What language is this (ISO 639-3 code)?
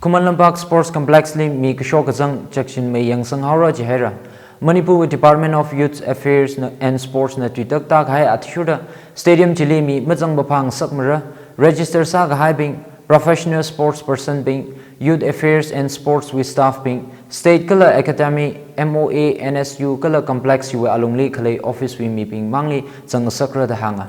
nmf